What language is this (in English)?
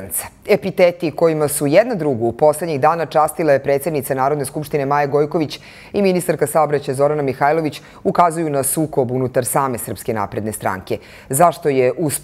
Serbian